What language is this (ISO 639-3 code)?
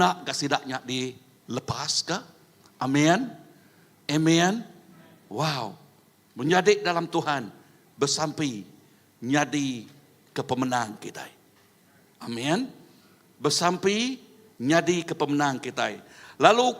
iba